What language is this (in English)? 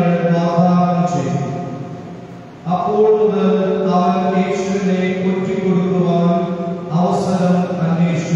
Malayalam